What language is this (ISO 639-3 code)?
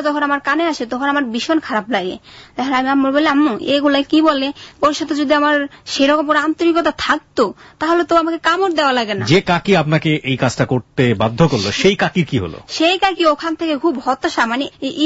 ben